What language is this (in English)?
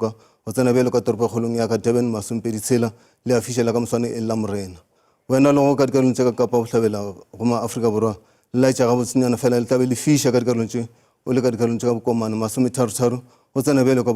Northern Sotho